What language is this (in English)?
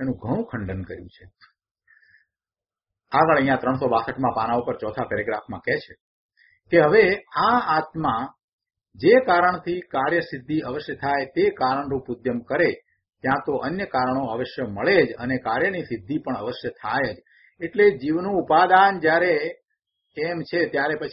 Gujarati